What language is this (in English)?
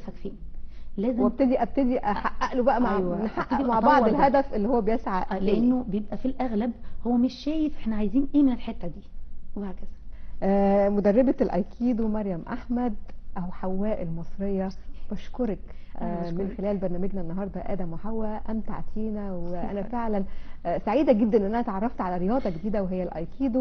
Egyptian Arabic